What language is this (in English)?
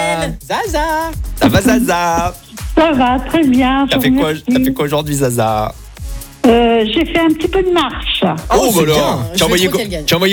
French